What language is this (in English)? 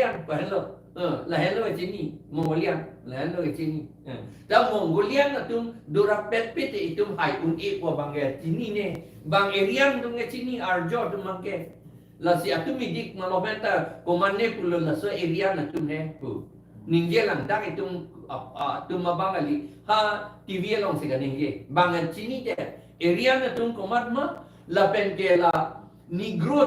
Karbi